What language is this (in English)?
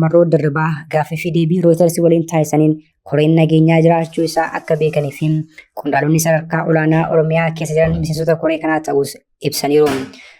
Oromo